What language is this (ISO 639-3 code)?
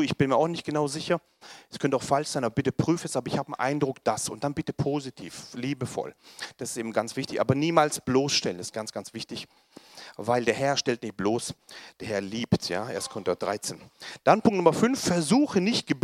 deu